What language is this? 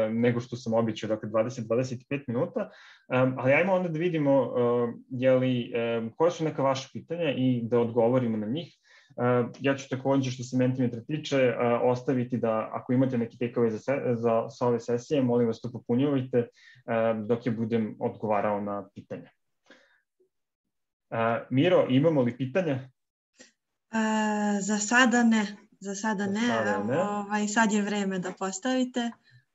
Serbian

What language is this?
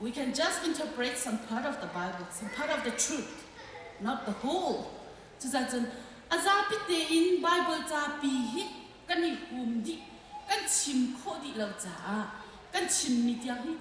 Hakha Chin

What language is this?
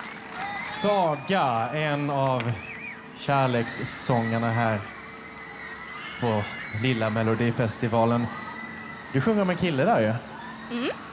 Swedish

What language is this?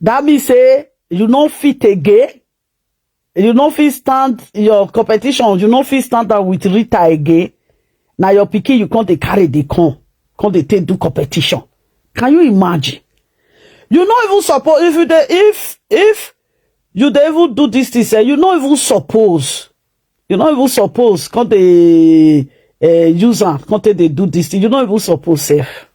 Nigerian Pidgin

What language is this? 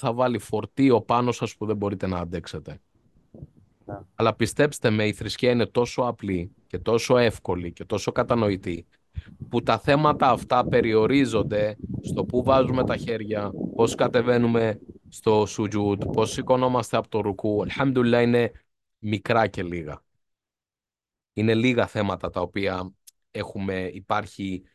Greek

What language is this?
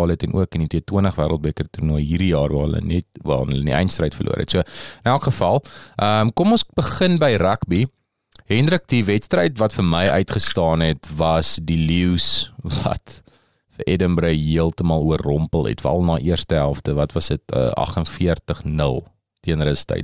Afrikaans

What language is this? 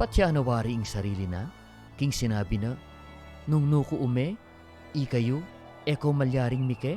Pampanga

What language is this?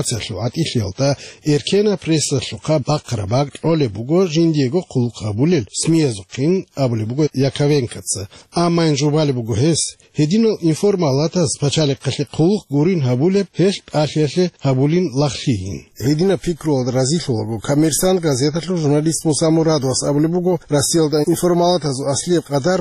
Avaric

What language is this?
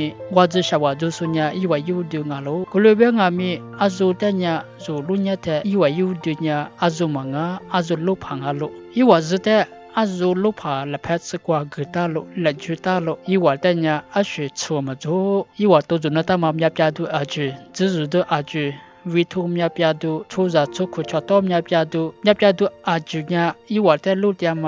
Lisu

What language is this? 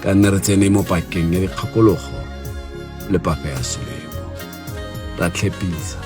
Tswana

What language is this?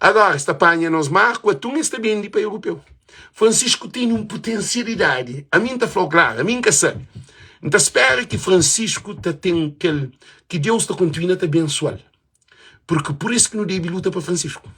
Kabuverdianu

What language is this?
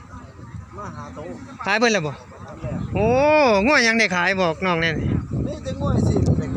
Northeastern Thai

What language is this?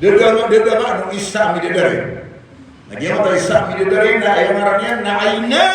Maranao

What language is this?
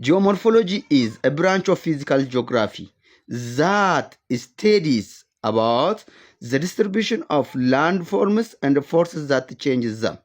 English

